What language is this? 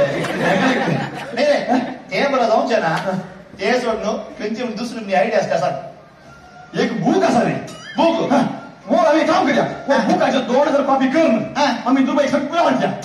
Konkani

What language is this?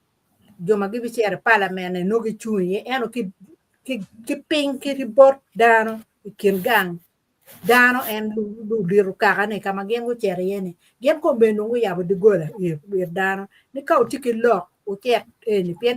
Acoli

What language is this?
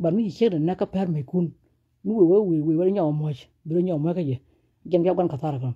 Nuer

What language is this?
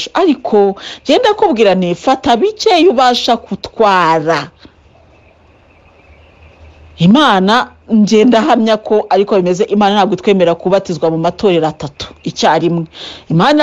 Kinyarwanda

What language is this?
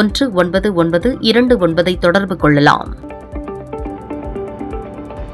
Tamil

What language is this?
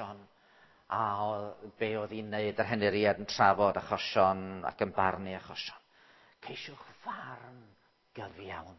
Welsh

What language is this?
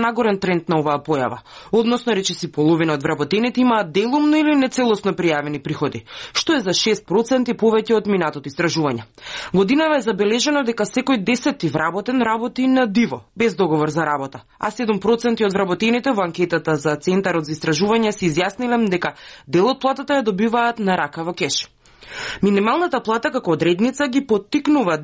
Macedonian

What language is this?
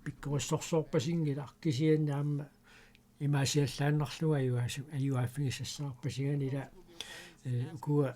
Kalaallisut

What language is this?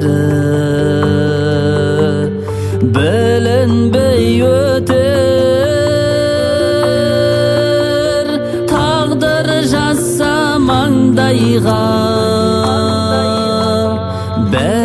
Kazakh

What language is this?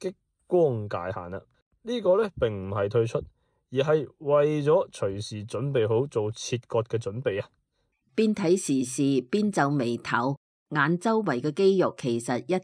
Cantonese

